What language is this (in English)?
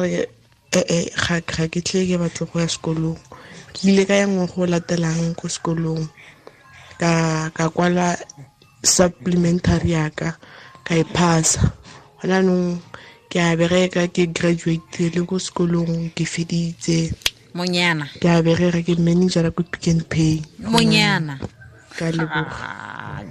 Tswana